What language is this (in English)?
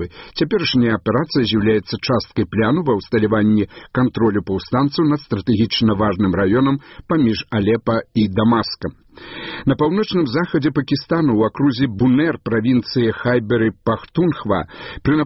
Belarusian